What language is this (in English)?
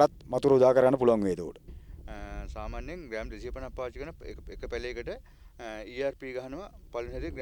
Sinhala